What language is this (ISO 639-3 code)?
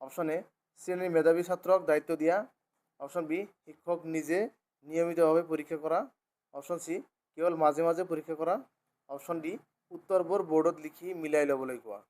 asm